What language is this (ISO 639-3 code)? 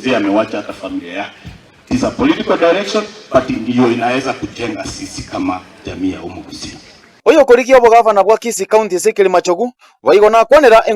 guz